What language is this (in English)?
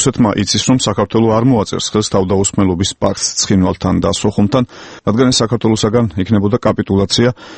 Georgian